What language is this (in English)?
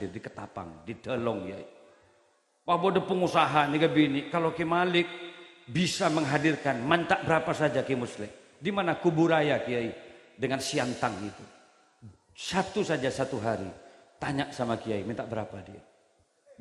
Madurese